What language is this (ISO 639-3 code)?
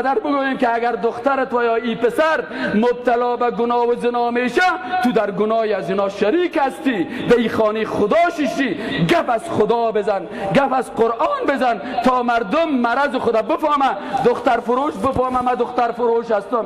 fas